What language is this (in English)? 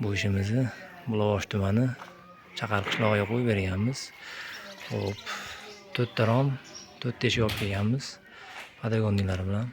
Uzbek